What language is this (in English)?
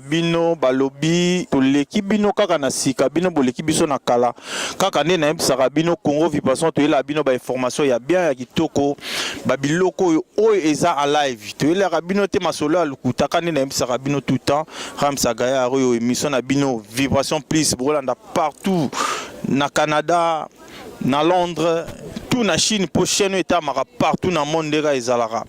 Lingala